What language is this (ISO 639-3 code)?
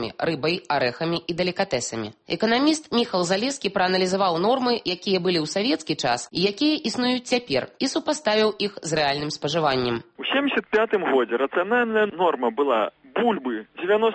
bel